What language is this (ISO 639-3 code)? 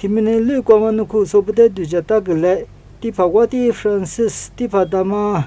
lis